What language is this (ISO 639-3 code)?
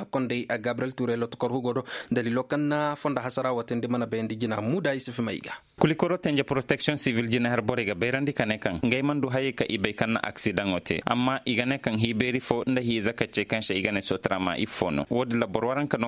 dje